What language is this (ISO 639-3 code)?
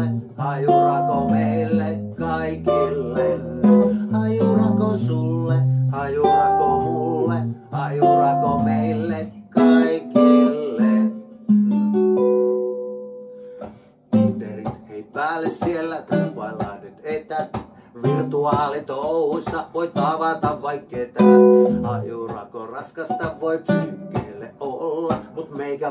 fin